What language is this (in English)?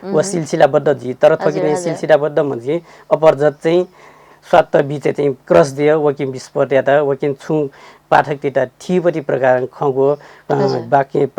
Newari